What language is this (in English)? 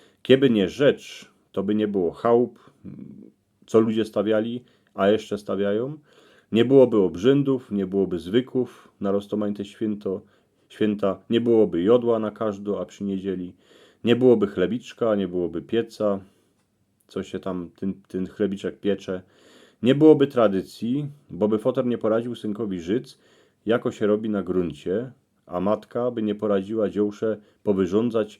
Silesian